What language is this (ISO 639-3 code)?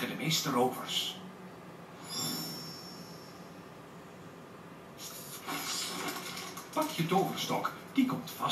nld